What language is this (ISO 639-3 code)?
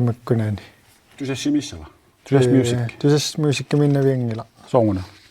kal